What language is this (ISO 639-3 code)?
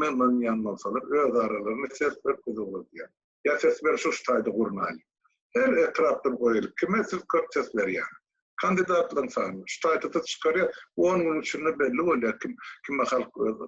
tuk